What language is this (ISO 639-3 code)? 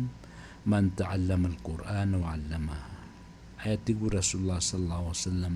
mrw